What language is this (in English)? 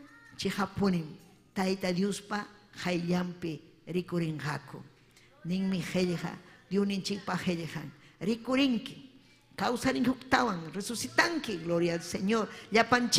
Ayacucho Quechua